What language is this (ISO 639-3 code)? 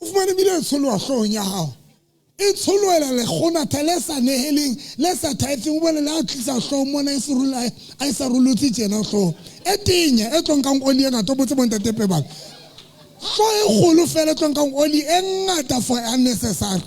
sot